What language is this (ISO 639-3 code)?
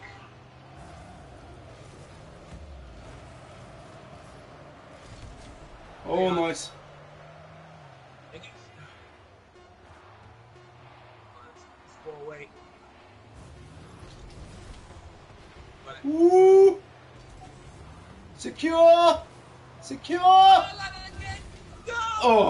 eng